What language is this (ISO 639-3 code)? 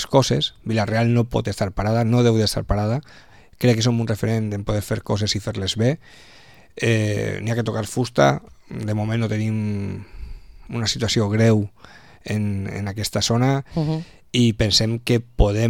cat